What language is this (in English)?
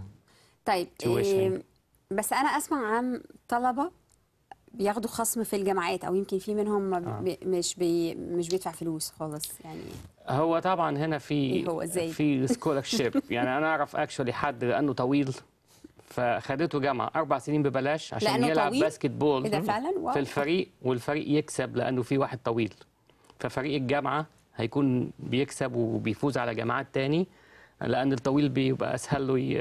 Egyptian Arabic